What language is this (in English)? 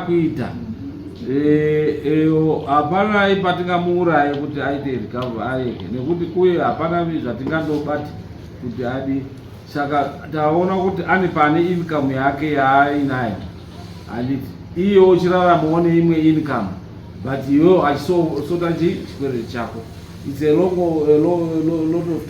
Shona